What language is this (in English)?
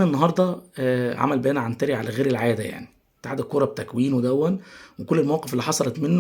Egyptian Arabic